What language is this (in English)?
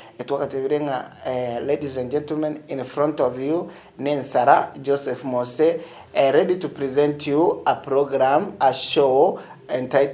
Gusii